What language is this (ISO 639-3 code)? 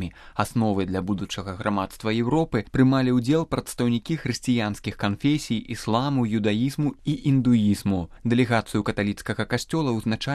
bel